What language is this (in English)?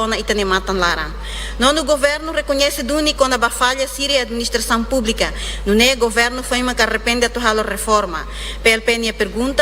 Tetum